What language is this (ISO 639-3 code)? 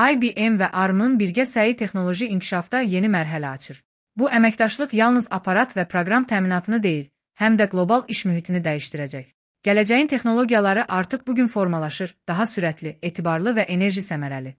aze